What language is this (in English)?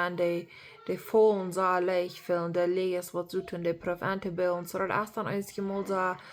Plautdietsch